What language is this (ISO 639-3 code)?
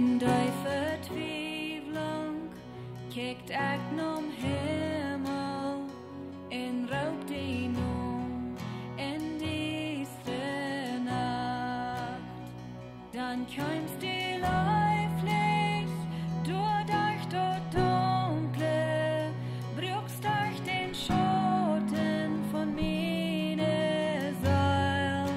pdt